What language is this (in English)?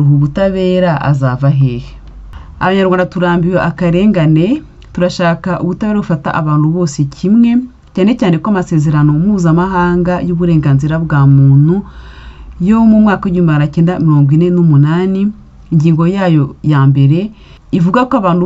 Kinyarwanda